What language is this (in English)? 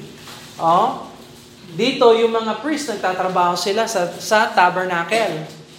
Filipino